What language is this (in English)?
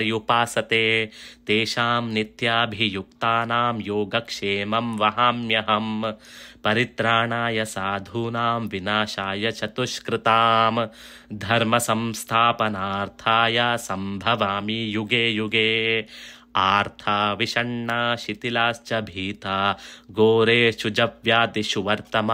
Sanskrit